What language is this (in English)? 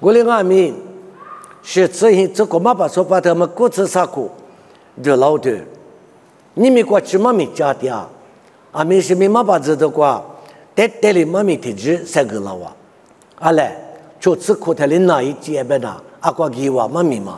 Lisu